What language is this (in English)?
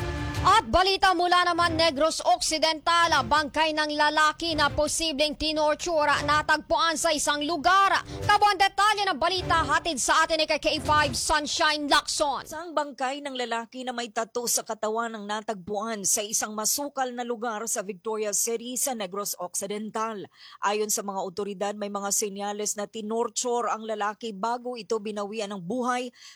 Filipino